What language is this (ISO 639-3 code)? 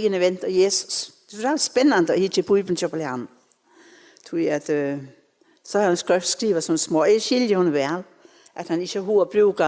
fao